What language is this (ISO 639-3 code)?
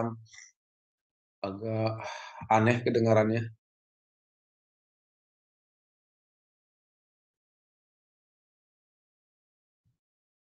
ind